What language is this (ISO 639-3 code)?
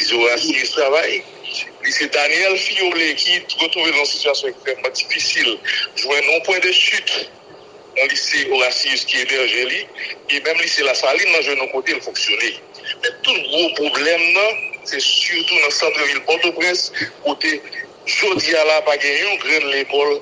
hat